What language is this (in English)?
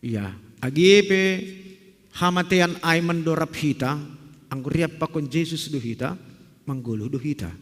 Batak Simalungun